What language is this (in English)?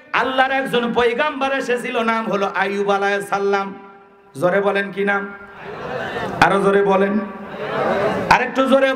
Bangla